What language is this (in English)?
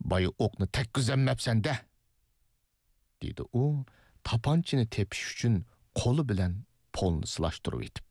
Uyghur